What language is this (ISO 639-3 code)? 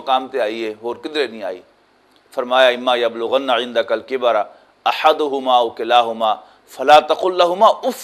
lah